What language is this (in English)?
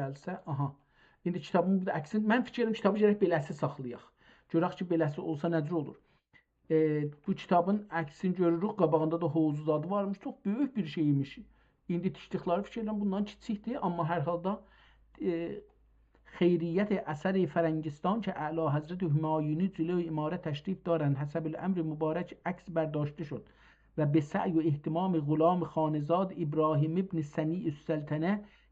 South Azerbaijani